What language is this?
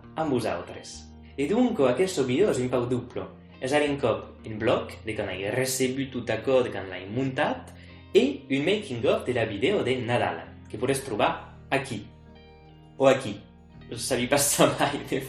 Occitan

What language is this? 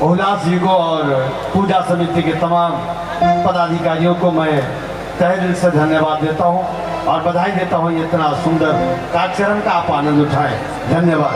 Sadri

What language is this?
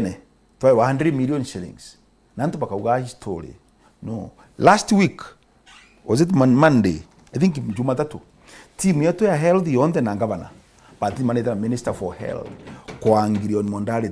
Meru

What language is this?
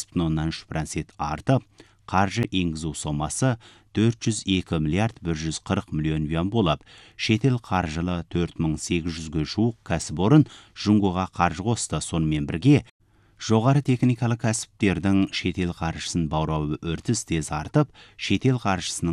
Kazakh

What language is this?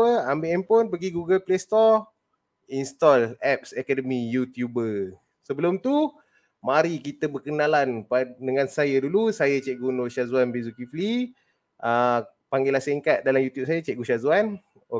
Malay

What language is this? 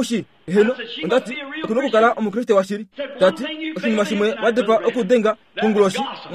Kuanyama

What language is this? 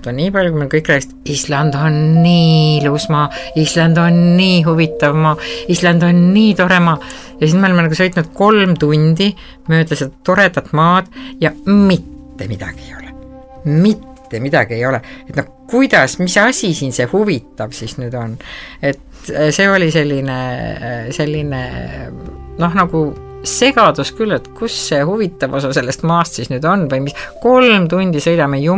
Estonian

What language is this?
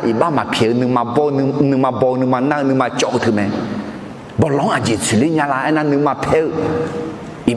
Akha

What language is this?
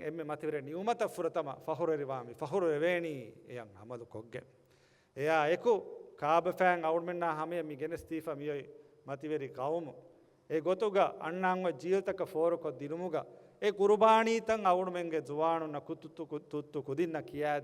Divehi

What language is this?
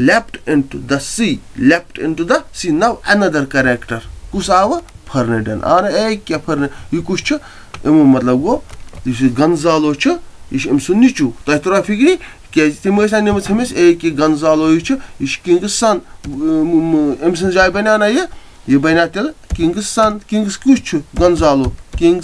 Kashmiri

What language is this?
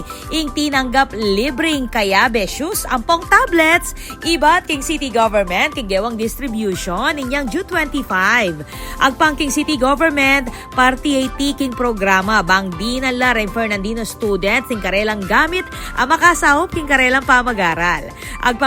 Pampanga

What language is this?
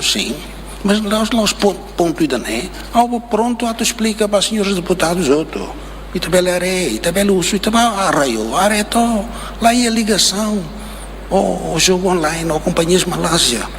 Tetum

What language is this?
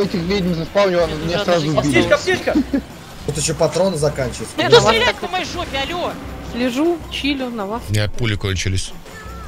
Russian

